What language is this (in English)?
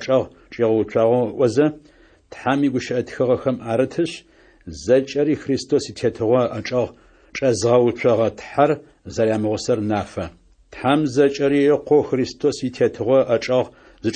Adyghe